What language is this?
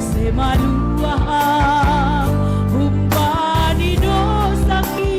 Batak Simalungun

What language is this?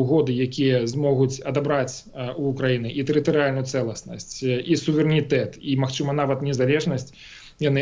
Belarusian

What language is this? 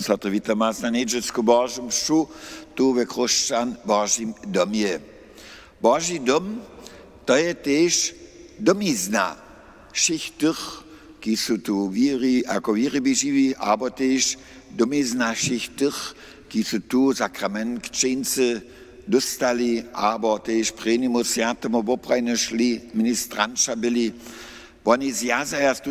Upper Sorbian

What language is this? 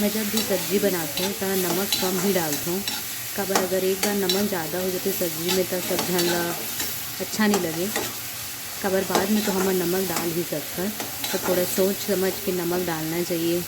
Chhattisgarhi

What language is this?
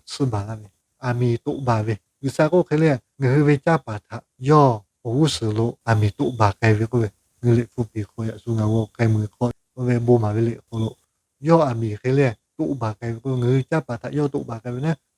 Lahu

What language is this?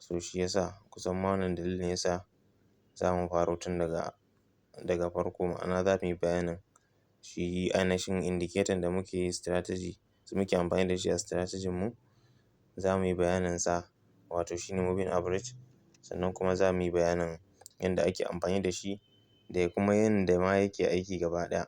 Hausa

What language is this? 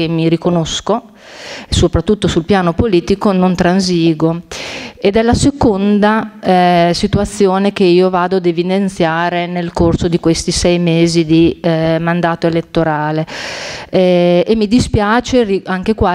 Italian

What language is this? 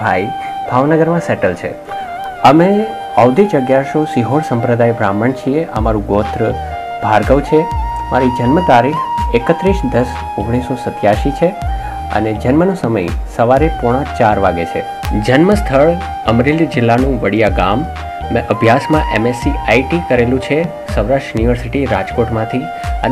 Gujarati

